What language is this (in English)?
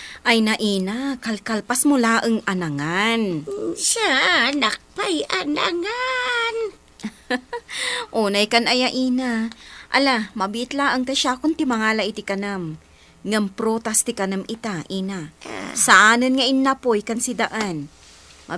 Iloko